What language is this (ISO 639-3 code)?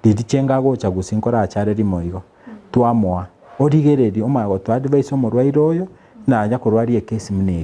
guz